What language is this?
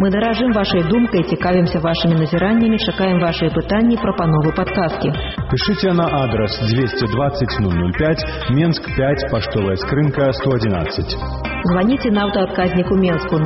Belarusian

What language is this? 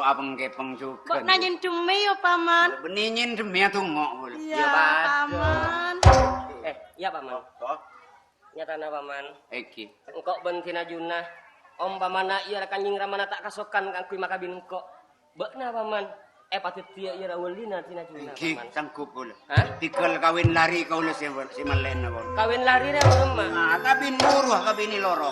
Madurese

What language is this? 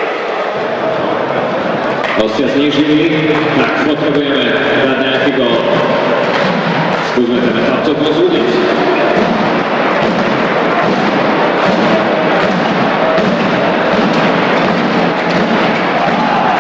Slovak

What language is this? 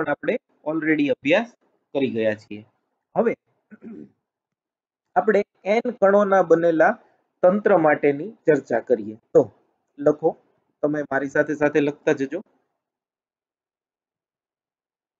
Gujarati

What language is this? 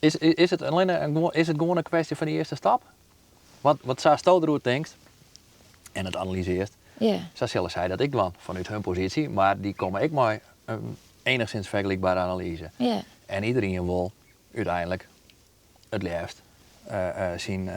Western Frisian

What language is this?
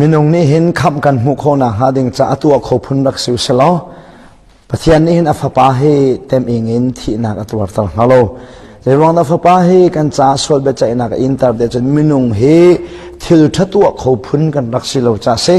Hakha Chin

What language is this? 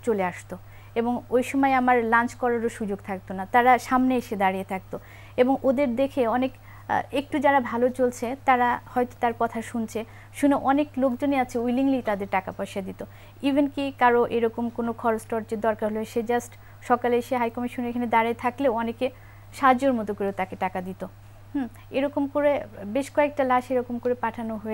Bangla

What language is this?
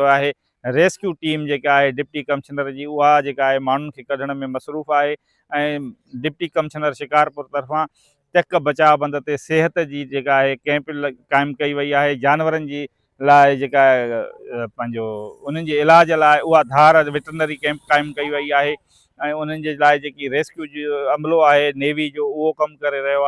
Sindhi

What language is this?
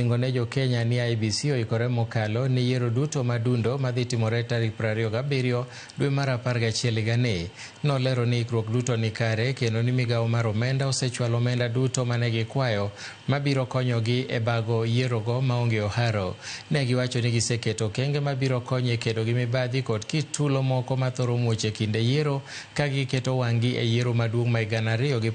Luo (Kenya and Tanzania)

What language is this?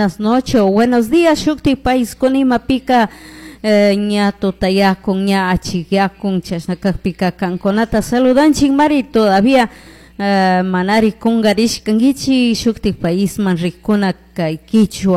Chimborazo Highland Quichua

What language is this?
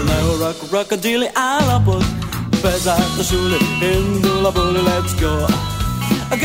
Hungarian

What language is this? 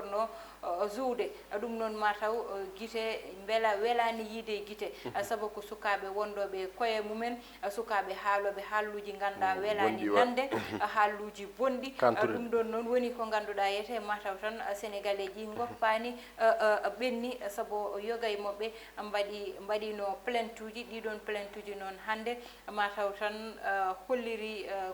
Fula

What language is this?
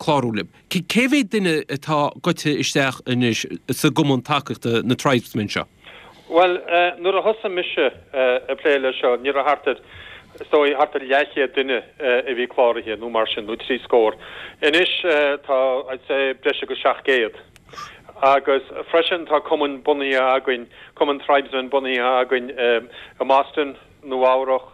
Irish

